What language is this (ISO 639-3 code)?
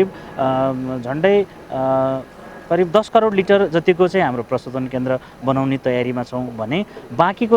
nep